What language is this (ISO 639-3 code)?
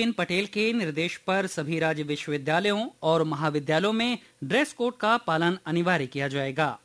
hin